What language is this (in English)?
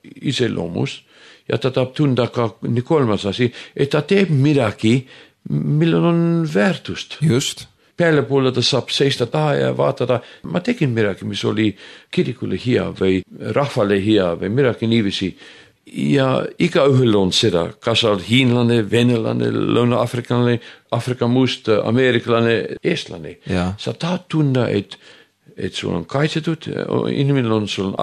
Estonian